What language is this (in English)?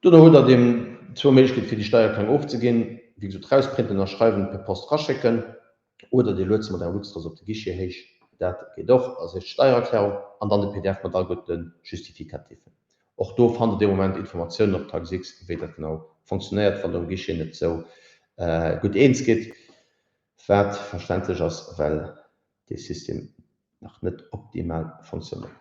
Luxembourgish